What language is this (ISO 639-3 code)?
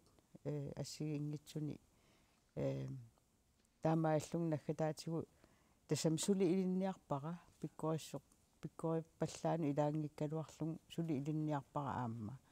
kal